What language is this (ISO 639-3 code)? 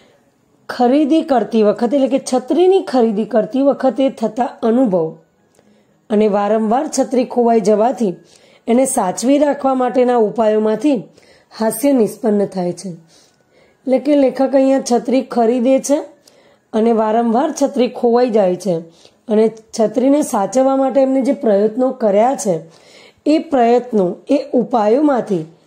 guj